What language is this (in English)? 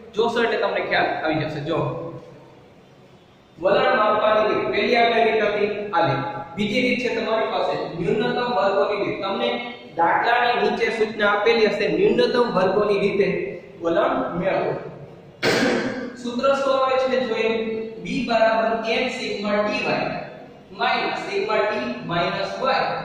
Gujarati